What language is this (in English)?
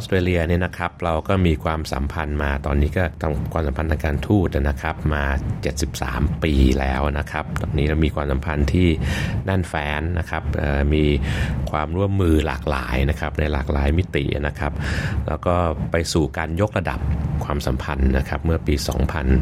Thai